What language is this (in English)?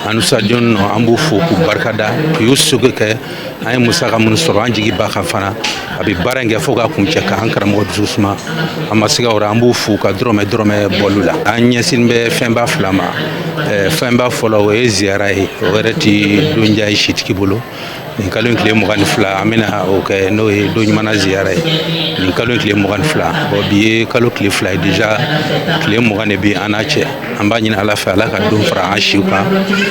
Bambara